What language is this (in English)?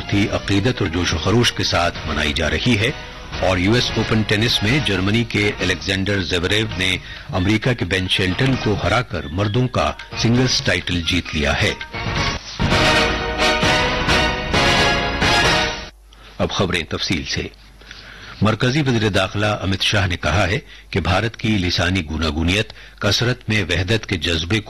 Urdu